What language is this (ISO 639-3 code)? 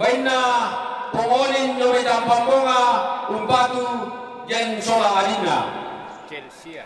sda